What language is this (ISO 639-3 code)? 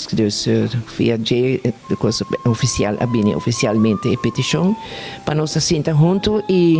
pap